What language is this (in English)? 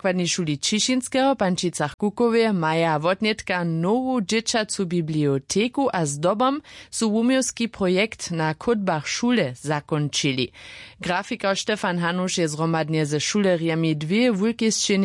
Upper Sorbian